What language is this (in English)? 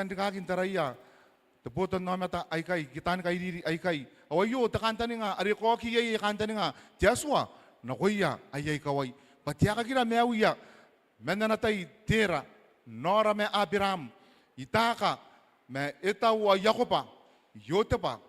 Gilbertese